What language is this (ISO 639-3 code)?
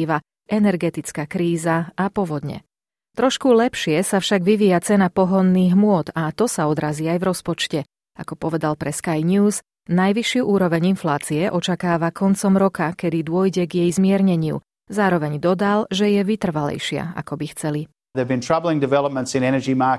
slk